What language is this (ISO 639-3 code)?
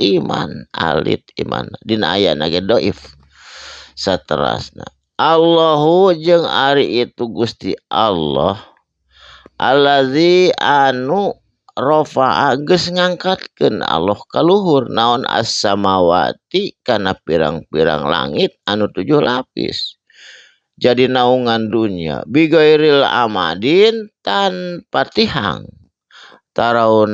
sun